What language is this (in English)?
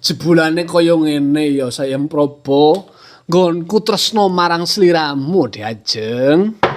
Javanese